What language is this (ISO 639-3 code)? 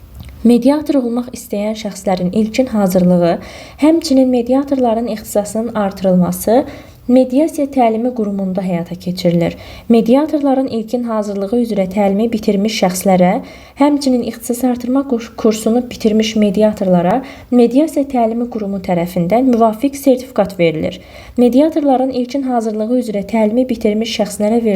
aze